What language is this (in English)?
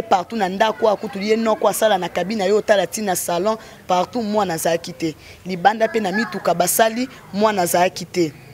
Lingala